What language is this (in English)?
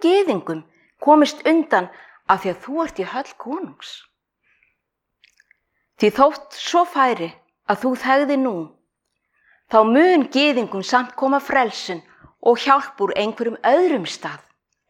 Icelandic